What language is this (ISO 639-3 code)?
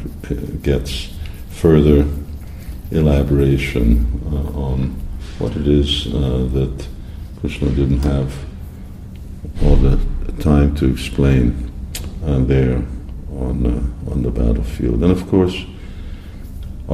eng